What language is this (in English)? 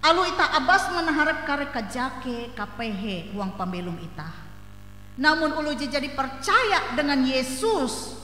Ngaju